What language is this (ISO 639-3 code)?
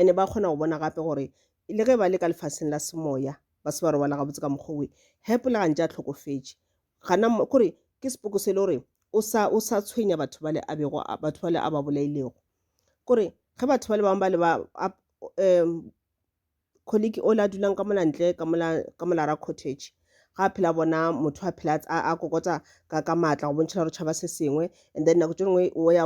nso